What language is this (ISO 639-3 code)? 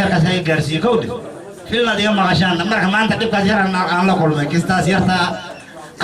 som